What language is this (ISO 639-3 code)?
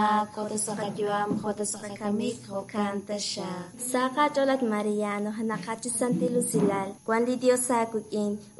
kek